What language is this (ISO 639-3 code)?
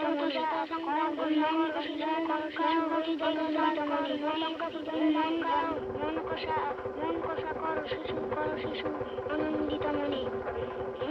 ben